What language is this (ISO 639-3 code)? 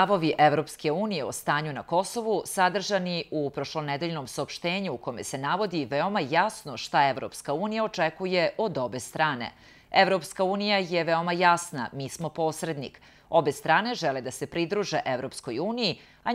srp